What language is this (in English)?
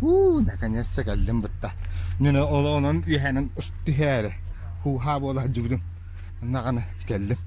Yakut